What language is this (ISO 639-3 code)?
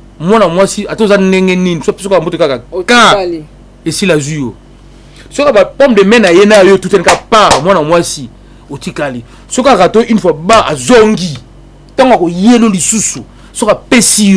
lin